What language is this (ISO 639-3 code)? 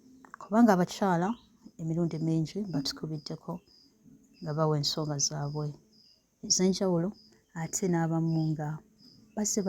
lug